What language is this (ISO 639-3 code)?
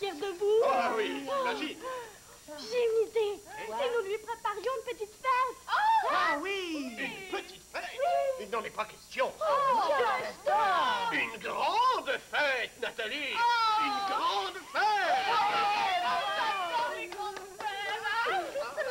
fra